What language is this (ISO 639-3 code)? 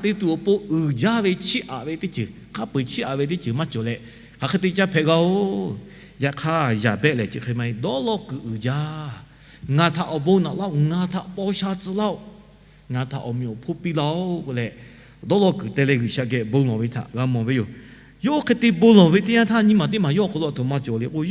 lhu